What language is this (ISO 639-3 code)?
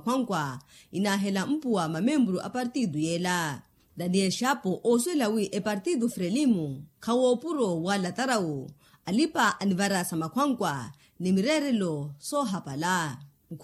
vmw